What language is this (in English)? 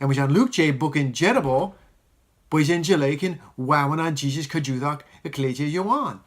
Marshallese